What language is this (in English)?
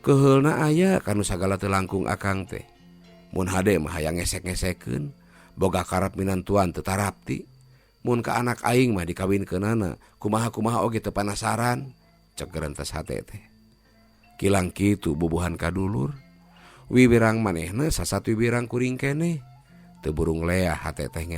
Sundanese